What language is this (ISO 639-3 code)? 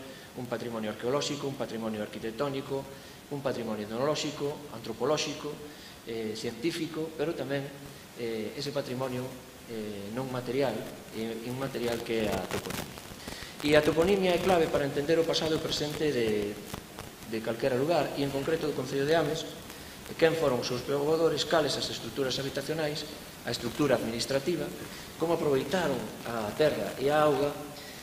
glg